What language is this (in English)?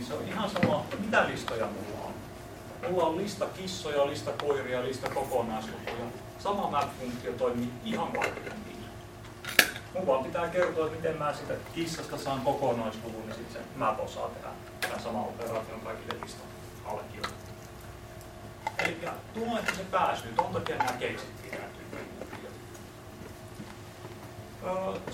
Finnish